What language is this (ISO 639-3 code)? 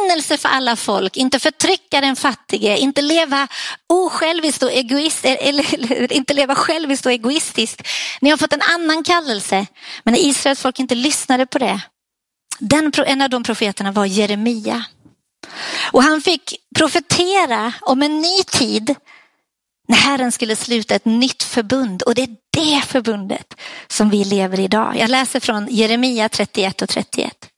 swe